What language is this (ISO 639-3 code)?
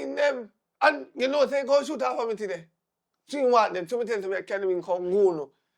jam